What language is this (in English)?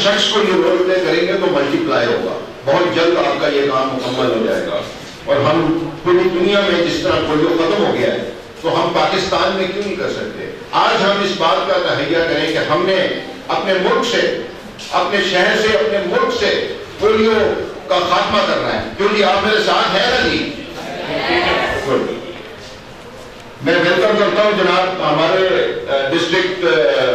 Urdu